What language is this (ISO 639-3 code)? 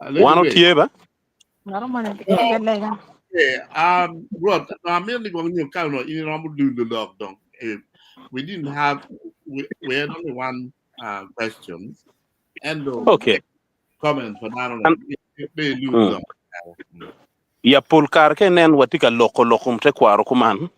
ach